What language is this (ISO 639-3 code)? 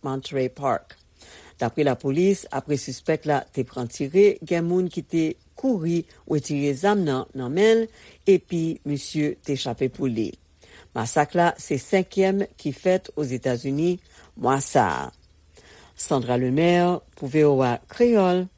hat